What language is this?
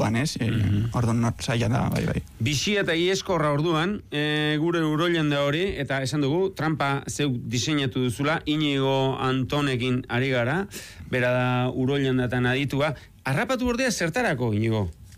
Basque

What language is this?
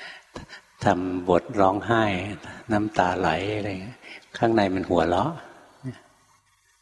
Thai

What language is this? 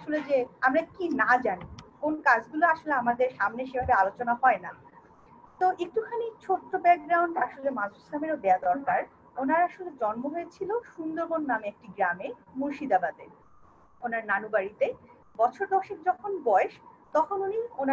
Bangla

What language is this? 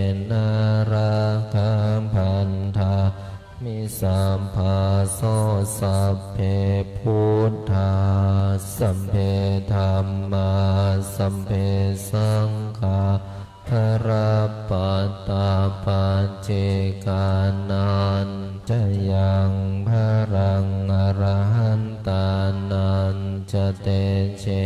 Pali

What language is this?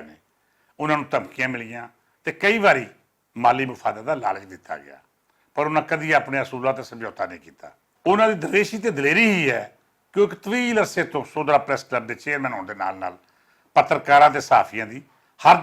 Western Panjabi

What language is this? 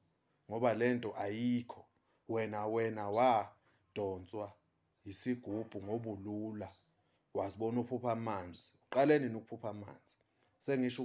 Zulu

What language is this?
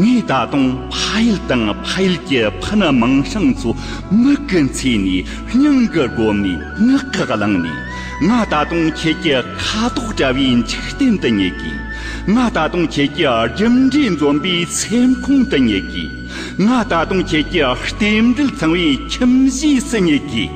Tibetan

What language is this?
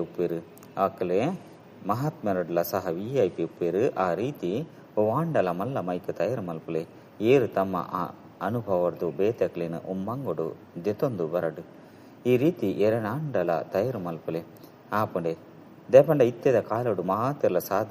Tulu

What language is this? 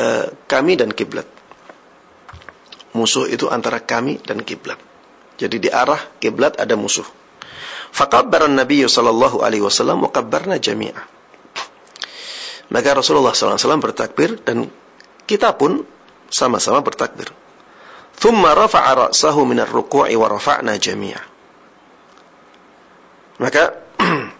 Indonesian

